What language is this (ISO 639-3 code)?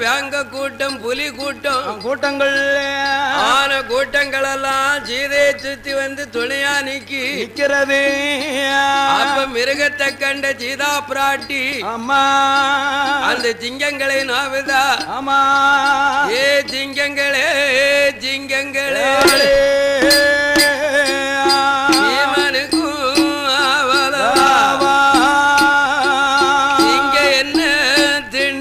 tam